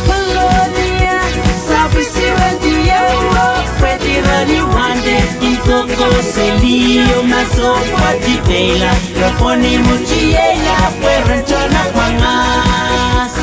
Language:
Pohnpeian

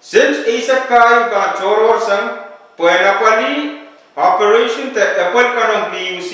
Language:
Pohnpeian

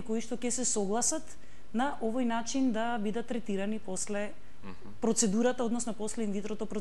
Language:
Macedonian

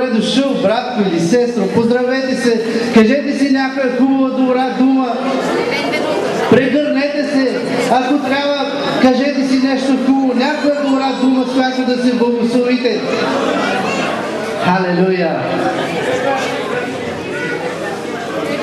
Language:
Bulgarian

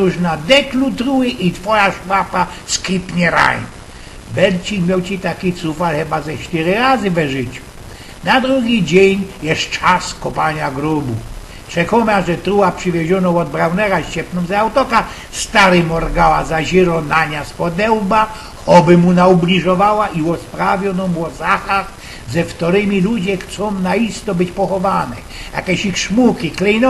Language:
Silesian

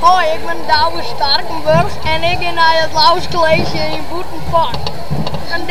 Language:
Western Frisian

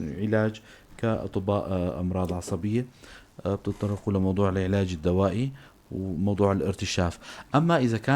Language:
North Levantine Arabic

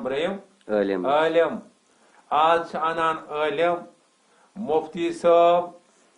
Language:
Kashmiri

